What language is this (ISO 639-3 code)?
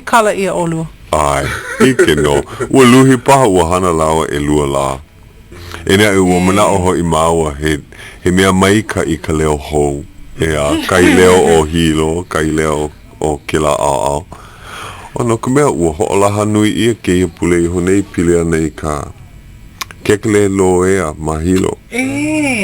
haw